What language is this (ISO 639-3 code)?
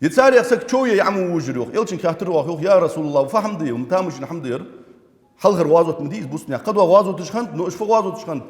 inh